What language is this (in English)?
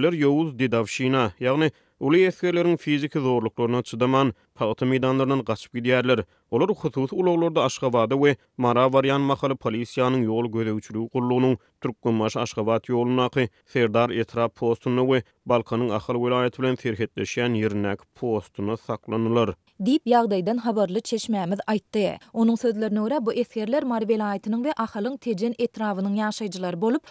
Turkmen